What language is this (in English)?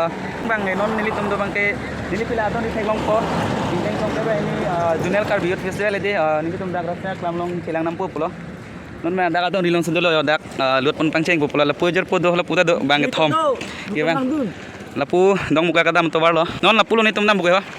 Karbi